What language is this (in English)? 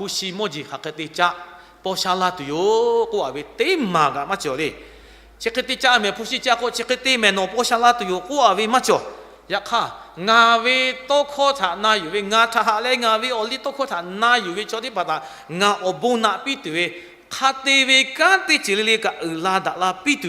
Lahu